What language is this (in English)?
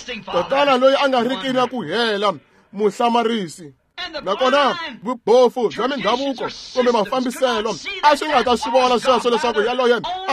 Tsonga